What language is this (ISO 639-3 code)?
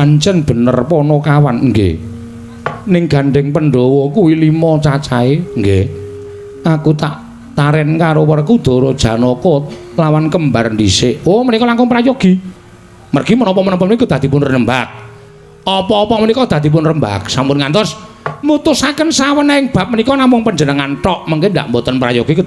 jav